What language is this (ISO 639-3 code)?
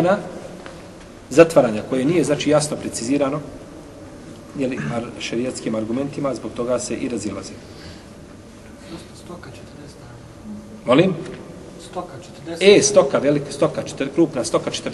bos